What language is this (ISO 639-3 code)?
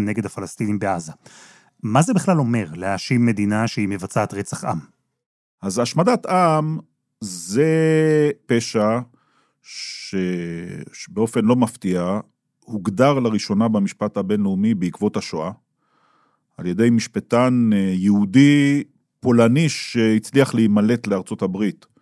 heb